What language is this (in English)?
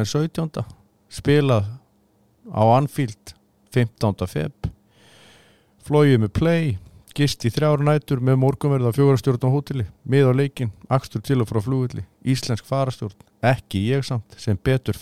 Icelandic